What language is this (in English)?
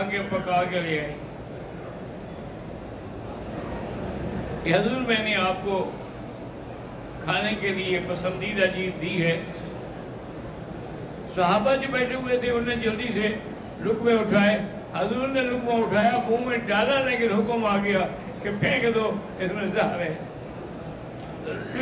Urdu